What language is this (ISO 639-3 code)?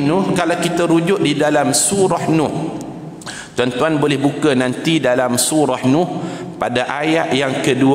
msa